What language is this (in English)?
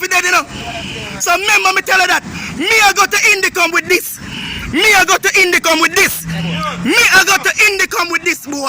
Jamaican Creole English